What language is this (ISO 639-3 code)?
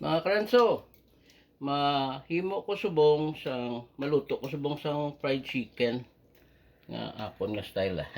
hil